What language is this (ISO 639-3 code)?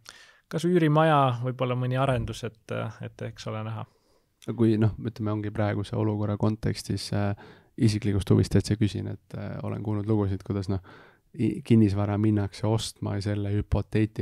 est